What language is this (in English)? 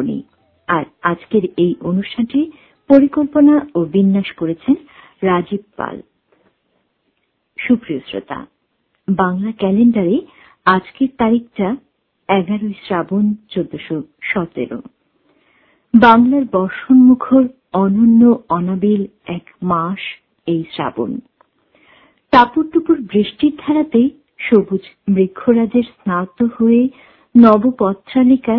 Bangla